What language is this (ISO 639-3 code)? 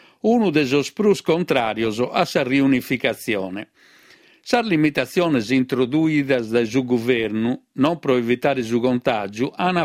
srd